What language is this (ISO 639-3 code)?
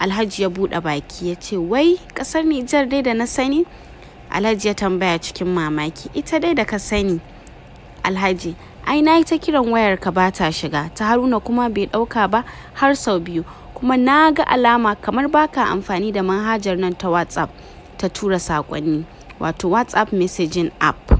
hau